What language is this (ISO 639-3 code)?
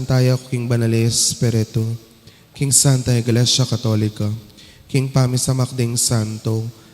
pam